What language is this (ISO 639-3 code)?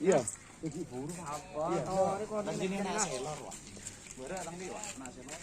mad